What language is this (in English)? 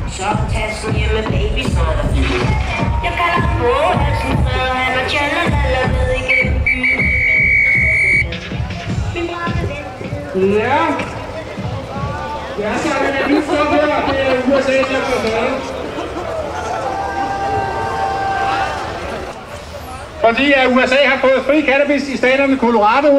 Danish